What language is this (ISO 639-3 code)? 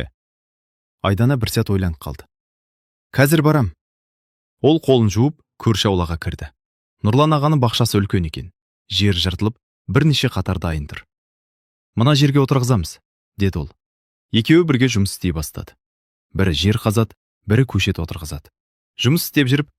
kaz